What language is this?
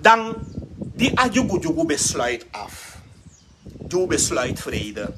Sranan Tongo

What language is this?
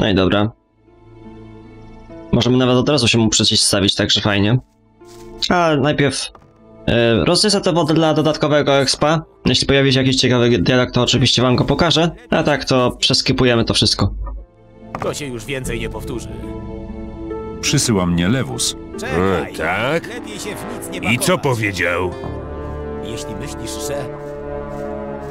Polish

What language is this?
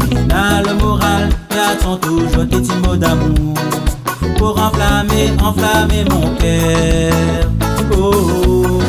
Réunion Creole French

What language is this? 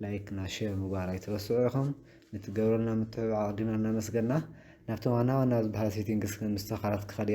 Tigrinya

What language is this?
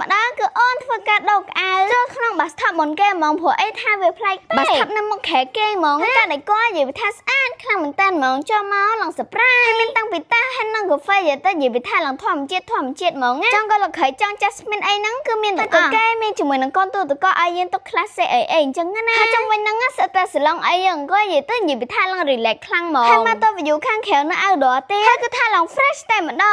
Khmer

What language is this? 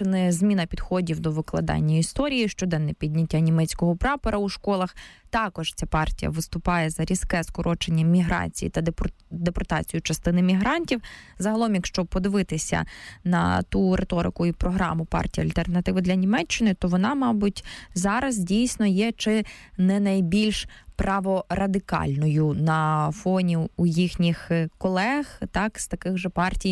Ukrainian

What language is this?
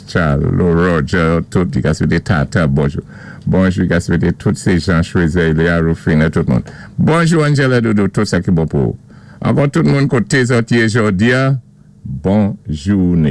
Saint Lucian Creole French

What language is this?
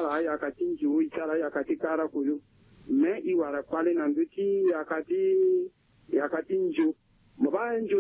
Sango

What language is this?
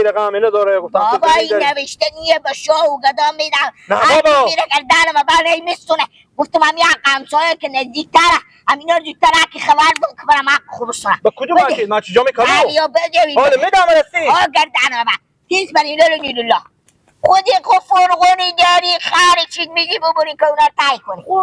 Persian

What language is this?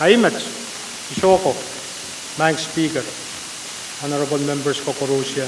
Pohnpeian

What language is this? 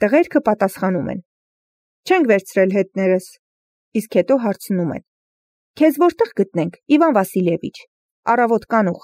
Armenian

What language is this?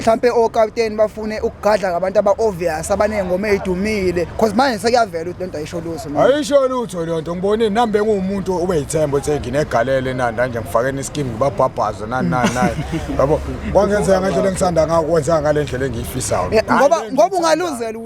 Zulu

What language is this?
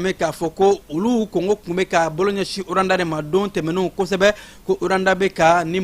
Bambara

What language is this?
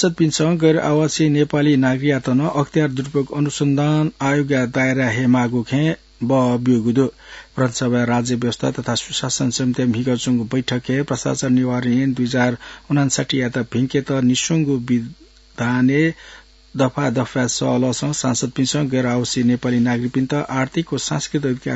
Newari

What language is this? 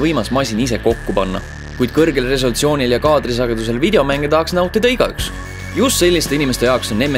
Estonian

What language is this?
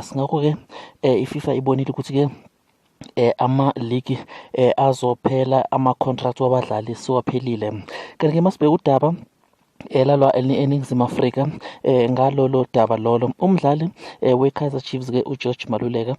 Zulu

